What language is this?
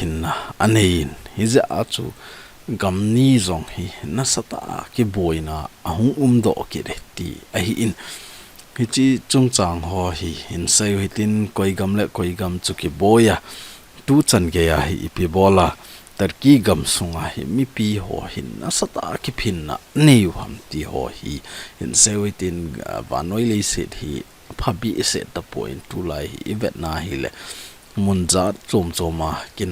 Thado Chin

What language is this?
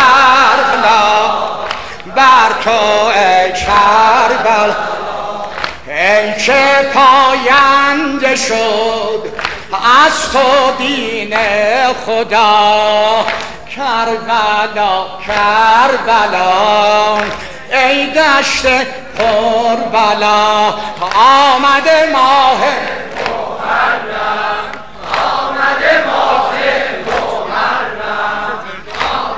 Persian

